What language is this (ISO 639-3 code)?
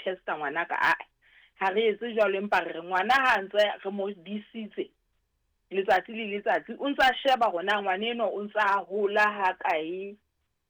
sot